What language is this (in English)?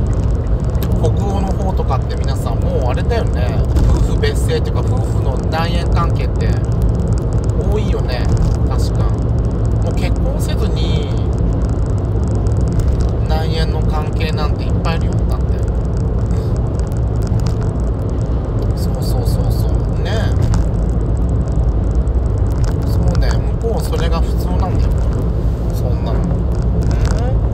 Japanese